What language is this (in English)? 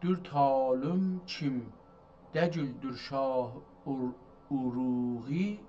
South Azerbaijani